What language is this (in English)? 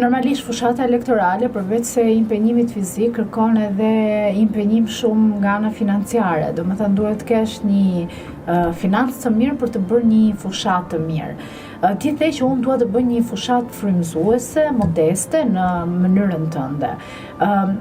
Albanian